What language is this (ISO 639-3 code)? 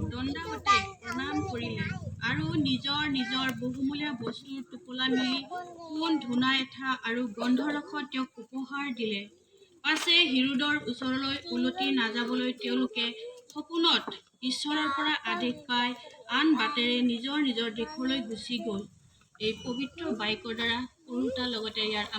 asm